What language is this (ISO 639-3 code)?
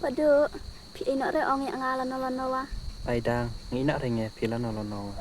kha